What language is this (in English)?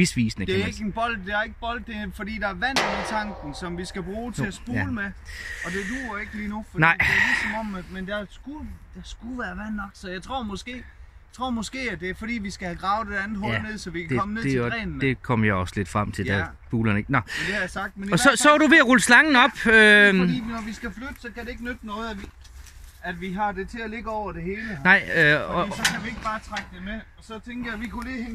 Danish